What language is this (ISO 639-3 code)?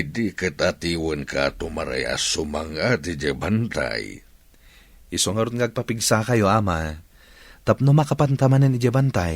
ilo